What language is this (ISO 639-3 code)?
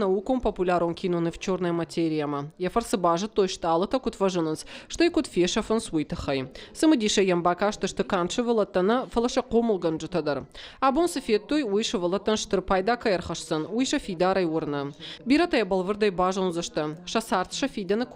oss